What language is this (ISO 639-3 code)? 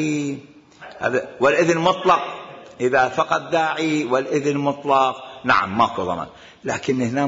acm